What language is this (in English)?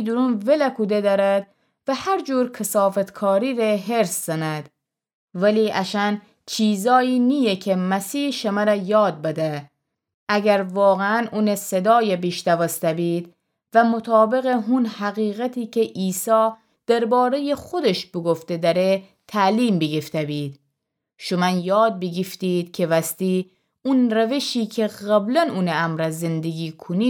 Gilaki